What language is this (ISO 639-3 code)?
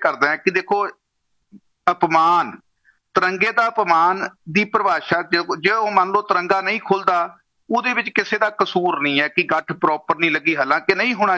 pan